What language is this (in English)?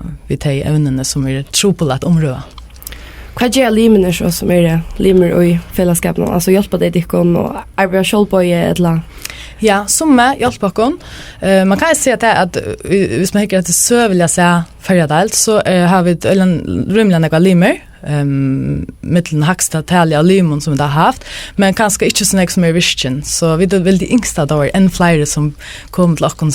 Faroese